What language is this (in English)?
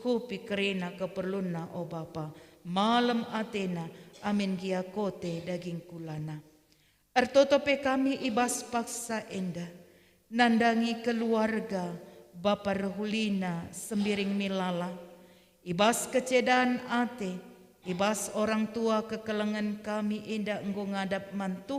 Batak Karo